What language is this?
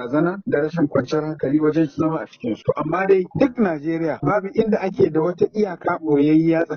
Hausa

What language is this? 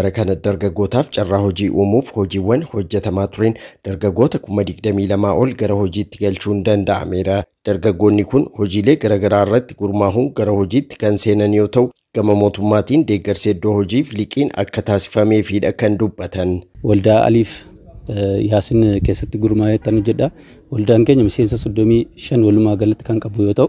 Oromo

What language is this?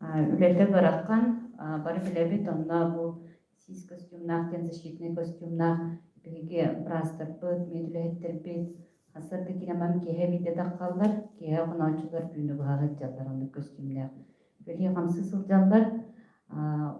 Yakut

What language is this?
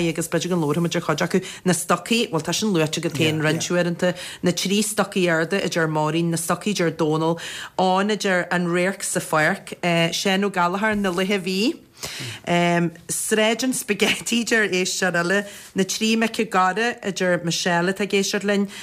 Irish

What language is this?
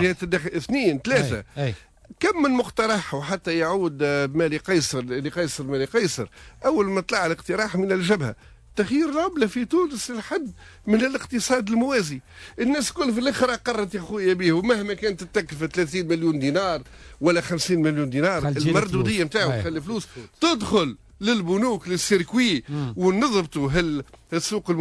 Tunisian Arabic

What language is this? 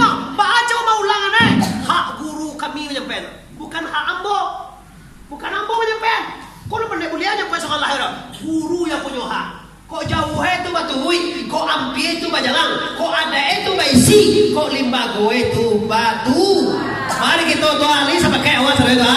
Minangkabau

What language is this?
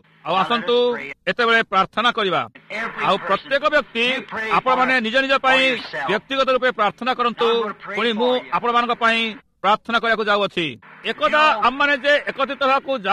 Odia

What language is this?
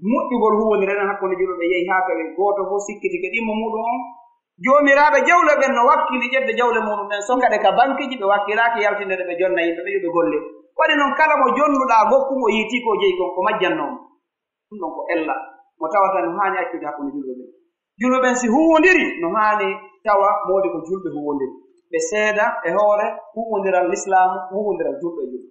Pular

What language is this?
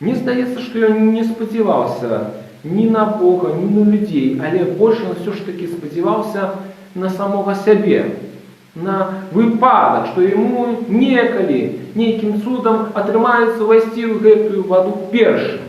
Belarusian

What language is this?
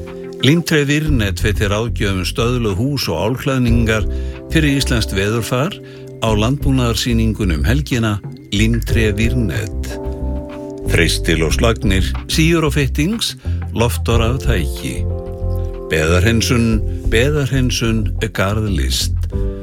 Icelandic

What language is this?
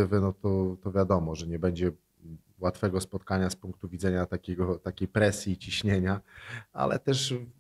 Polish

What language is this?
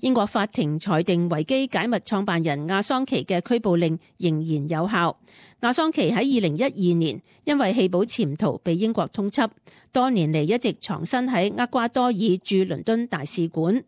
Cantonese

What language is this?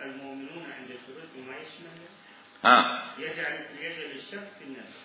Mesopotamian Arabic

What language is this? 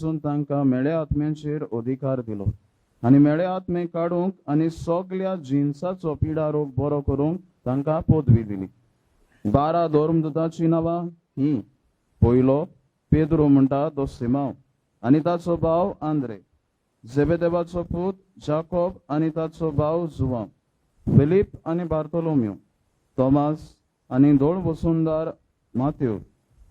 Konkani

